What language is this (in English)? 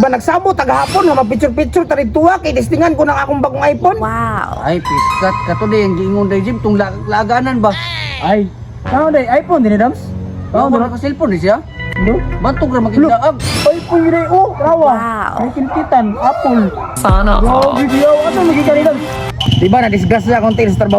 Cebuano